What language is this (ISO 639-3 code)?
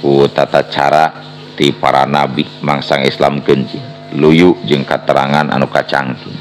sun